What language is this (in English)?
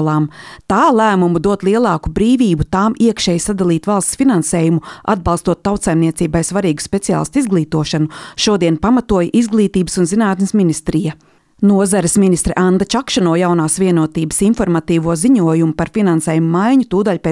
Latvian